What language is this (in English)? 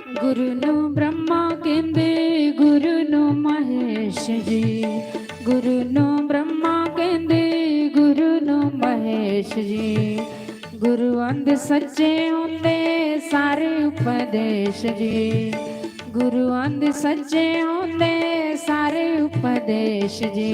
Dogri